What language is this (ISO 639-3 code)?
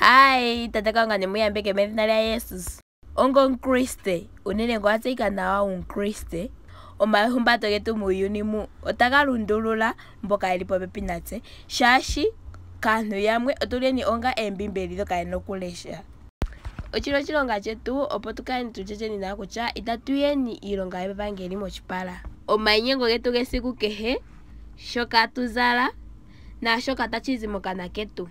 ndo